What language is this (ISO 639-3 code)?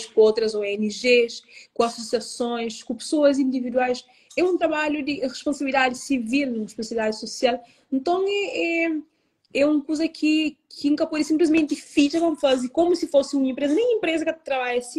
kea